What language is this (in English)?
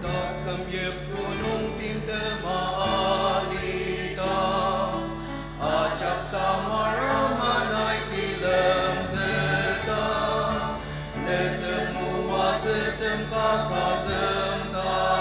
Ao Naga